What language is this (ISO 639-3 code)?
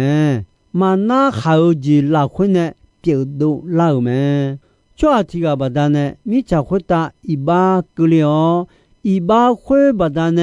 ahk